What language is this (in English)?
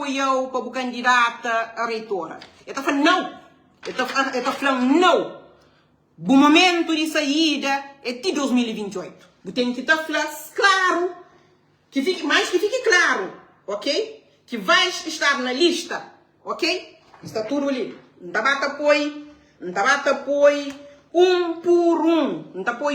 Kabuverdianu